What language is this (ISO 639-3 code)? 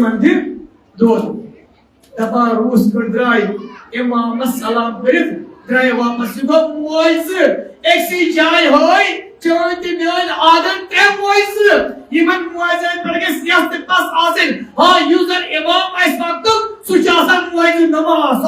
kas